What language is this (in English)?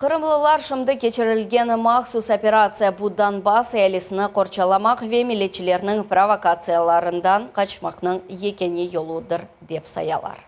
Crimean Tatar